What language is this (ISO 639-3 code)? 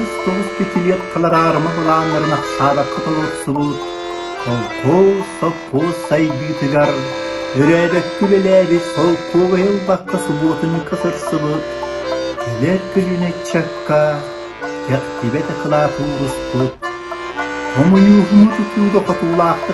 sah